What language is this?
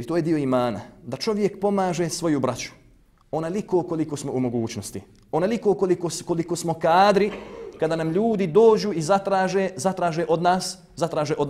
Bosnian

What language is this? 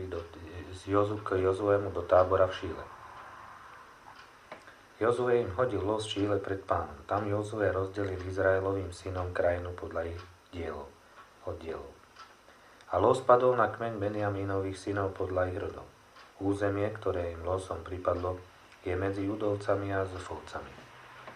Slovak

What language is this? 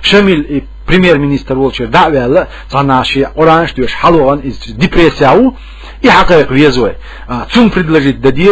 Chechen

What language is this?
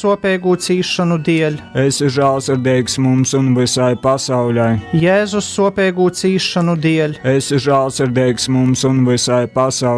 Latgalian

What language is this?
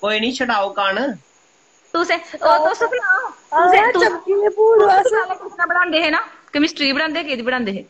Dogri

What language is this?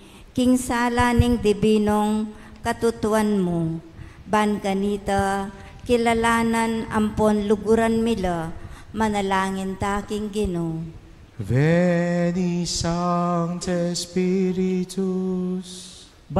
Pampanga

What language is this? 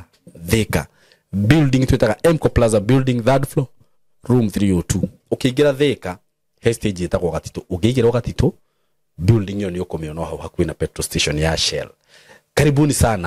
Kikuyu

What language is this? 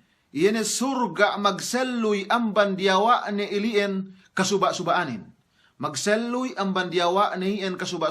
Yakan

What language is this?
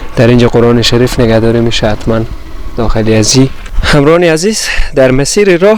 Persian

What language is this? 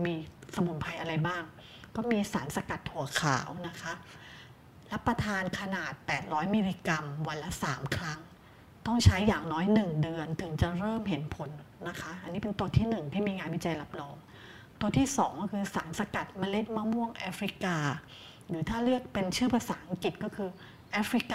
Thai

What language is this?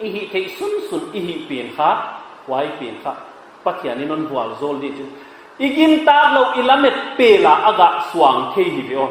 Paite Chin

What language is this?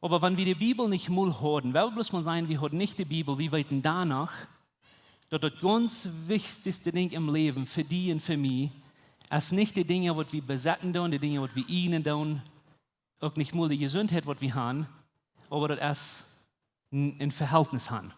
Plautdietsch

